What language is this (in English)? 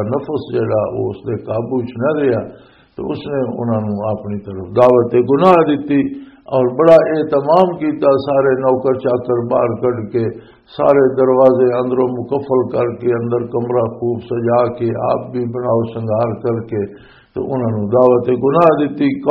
Western Panjabi